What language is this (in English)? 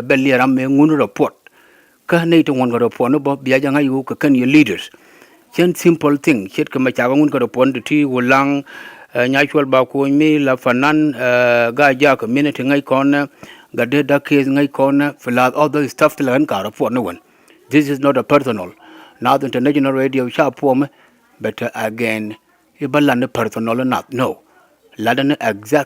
Nuer